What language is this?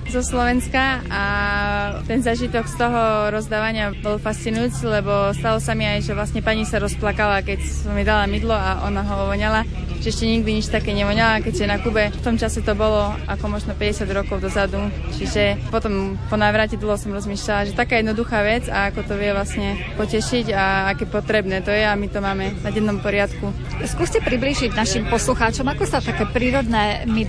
Slovak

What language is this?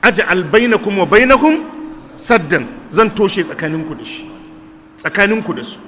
Hausa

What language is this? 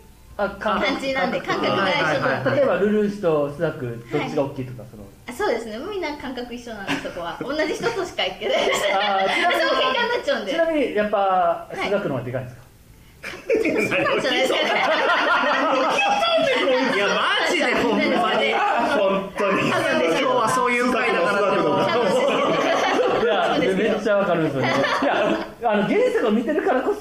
Japanese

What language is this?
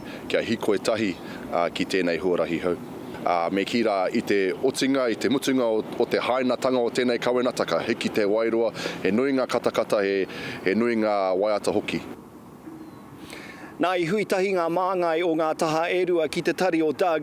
Māori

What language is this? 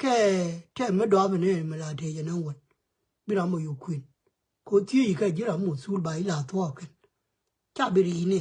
Nuer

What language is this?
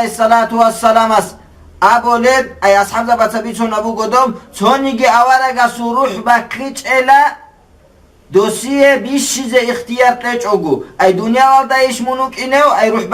Avaric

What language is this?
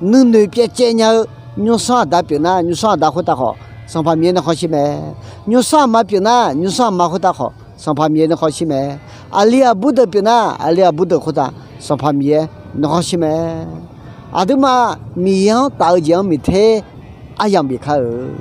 Akha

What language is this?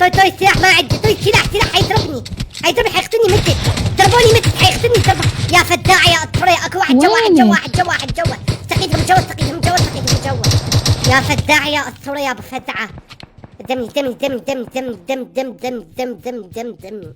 Mesopotamian Arabic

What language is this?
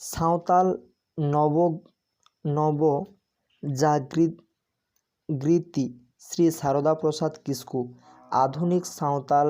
Santali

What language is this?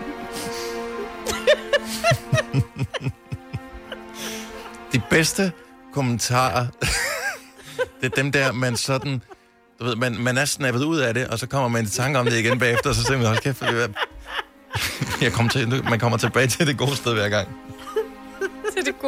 Danish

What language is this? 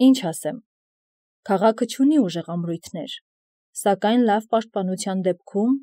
Armenian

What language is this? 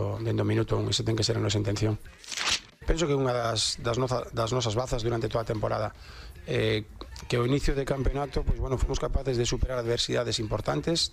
Galician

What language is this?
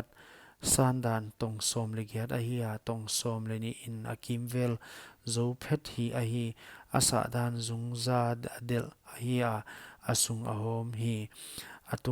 Paite Chin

